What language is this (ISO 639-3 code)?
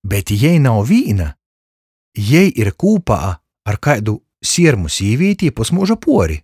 ltg